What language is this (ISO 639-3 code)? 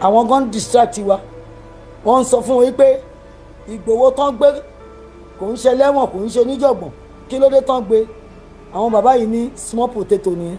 yor